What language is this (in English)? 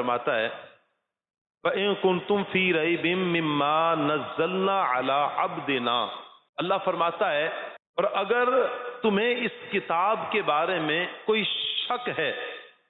Urdu